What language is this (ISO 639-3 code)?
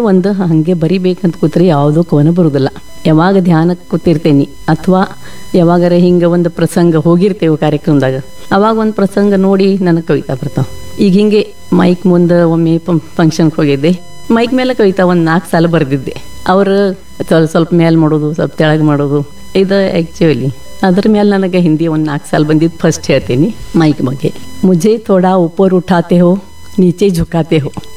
kan